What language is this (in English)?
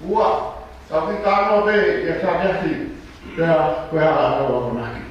Tongan